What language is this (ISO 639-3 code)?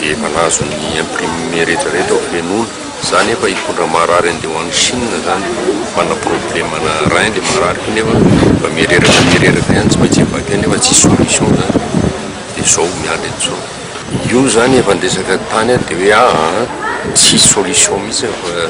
mlg